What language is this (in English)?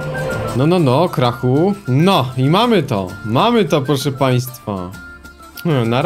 Polish